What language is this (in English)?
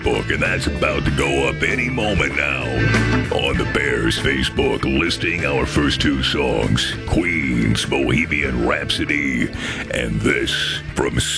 English